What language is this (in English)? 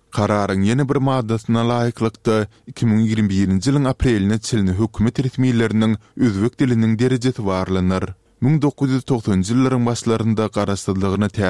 Turkmen